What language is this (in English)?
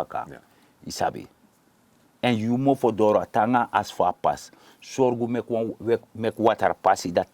Sranan Tongo